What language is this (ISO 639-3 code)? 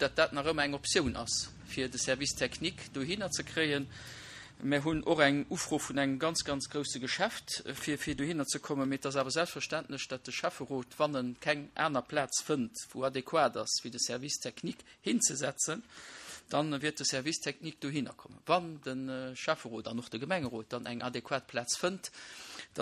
ltz